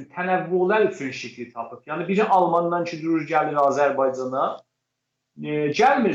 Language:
South Azerbaijani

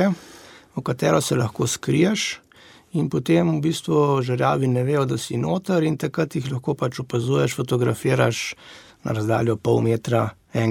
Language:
Slovenian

